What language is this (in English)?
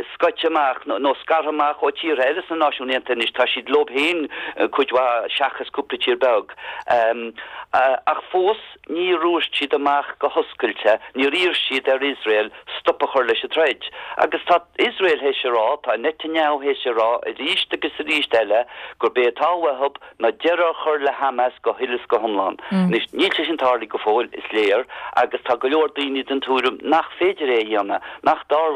Irish